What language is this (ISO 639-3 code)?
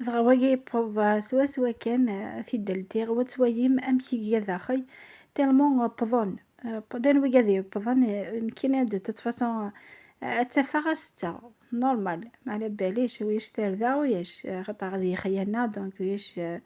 kab